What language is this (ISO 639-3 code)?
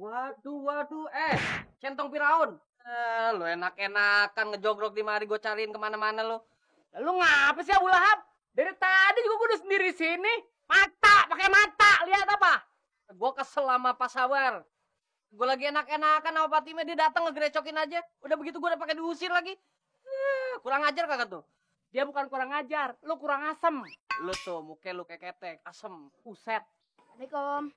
bew